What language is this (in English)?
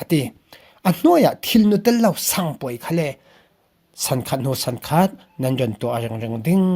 Falam Chin